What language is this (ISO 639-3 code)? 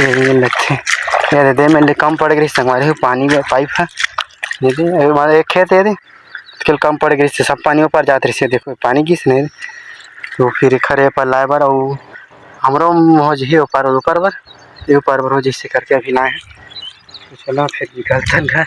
hne